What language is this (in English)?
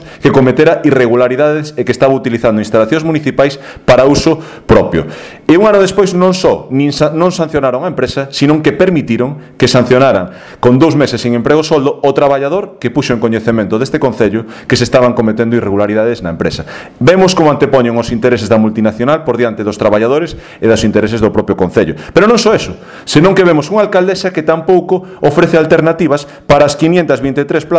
Galician